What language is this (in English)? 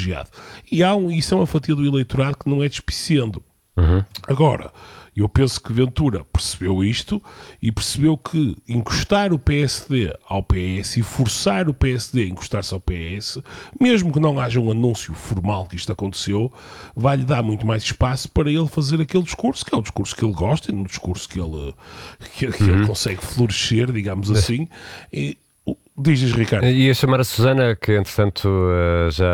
Portuguese